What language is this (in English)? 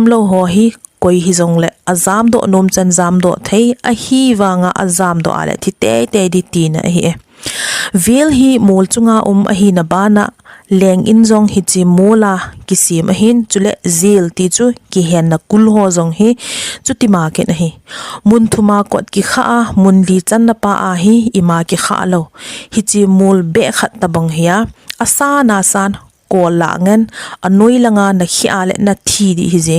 Thado Chin